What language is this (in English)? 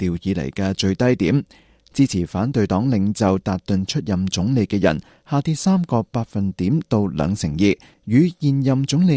Cantonese